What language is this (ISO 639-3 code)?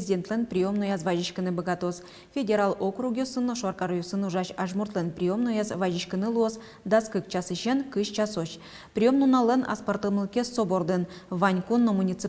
udm